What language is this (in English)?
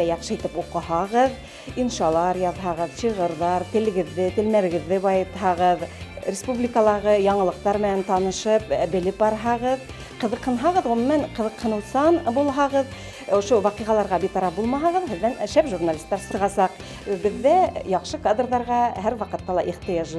Bashkir